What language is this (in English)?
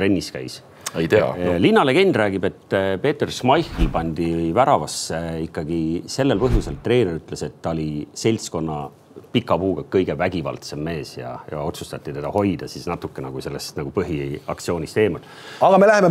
Estonian